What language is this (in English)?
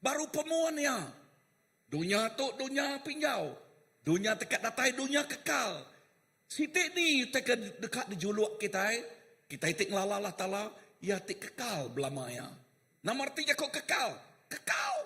Iban